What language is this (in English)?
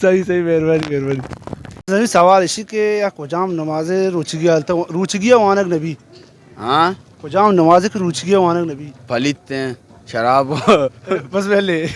Baluchi